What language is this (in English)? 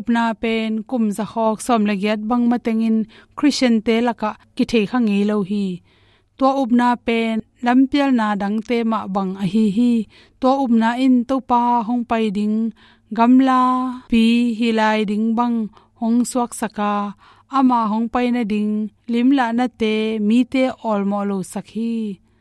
Tedim Chin